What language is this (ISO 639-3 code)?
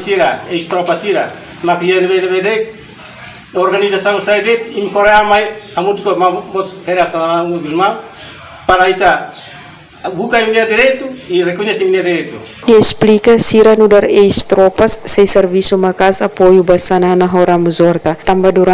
tet